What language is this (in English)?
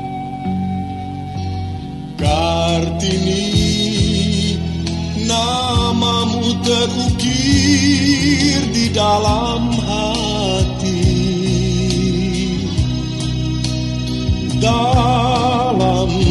Indonesian